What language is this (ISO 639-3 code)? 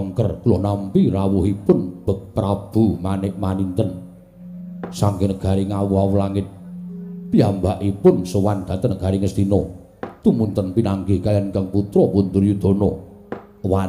jav